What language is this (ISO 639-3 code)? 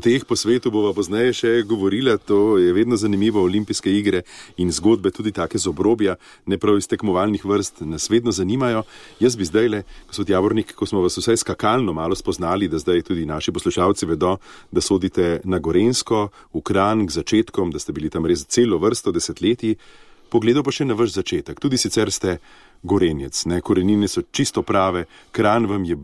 slv